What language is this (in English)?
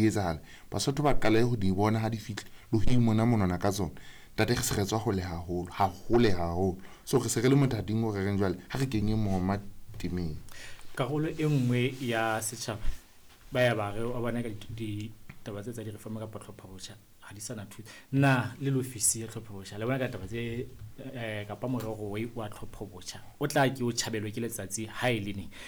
Southern Sotho